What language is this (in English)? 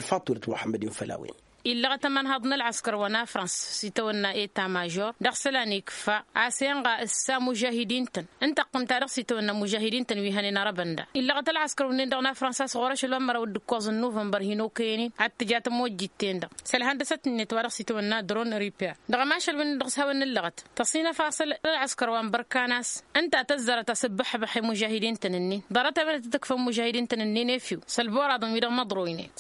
Tamasheq